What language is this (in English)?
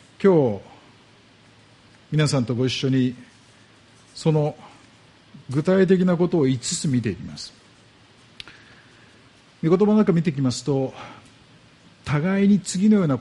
Japanese